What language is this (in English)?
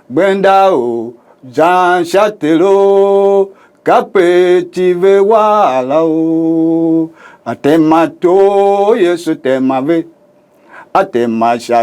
Tiv